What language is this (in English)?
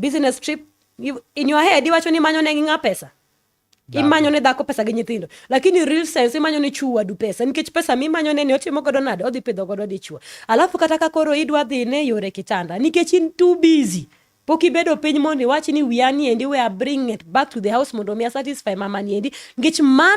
Luo (Kenya and Tanzania)